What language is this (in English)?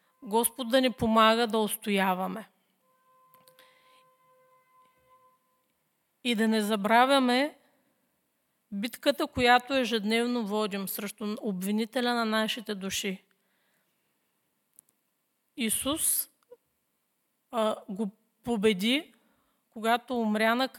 Bulgarian